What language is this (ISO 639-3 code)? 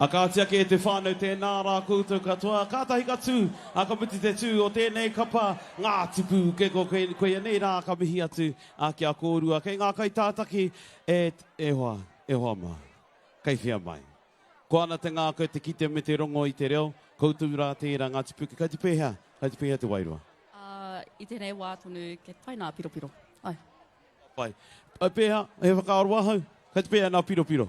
mri